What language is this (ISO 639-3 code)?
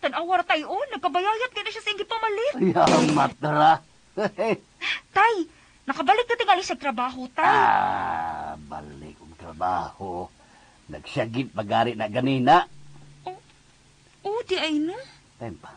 ceb